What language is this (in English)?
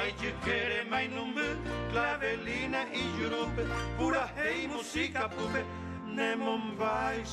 Guarani